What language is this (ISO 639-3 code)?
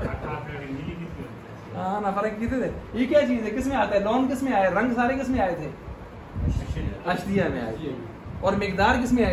urd